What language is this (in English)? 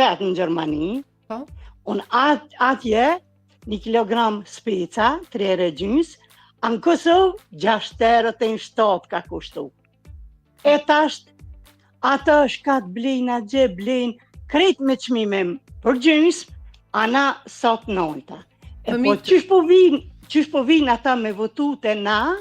Albanian